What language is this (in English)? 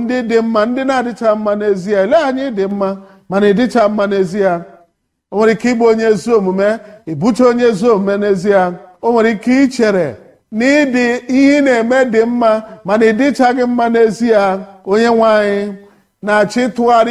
Igbo